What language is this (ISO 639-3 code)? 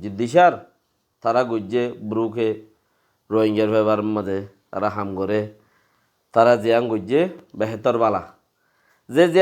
rhg